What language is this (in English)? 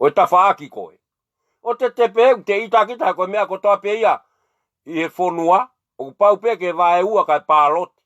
Tongan